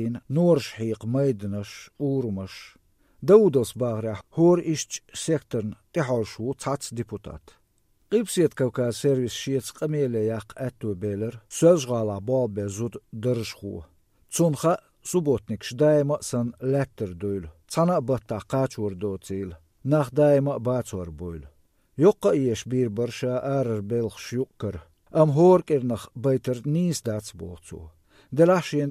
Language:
Chechen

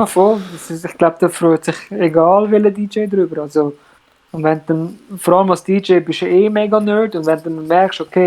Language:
Swiss German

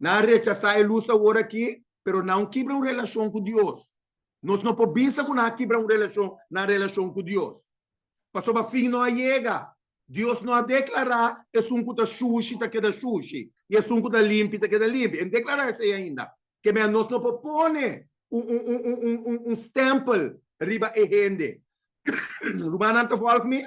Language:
Papiamento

